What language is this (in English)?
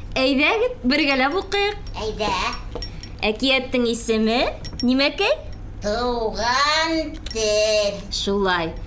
Bashkir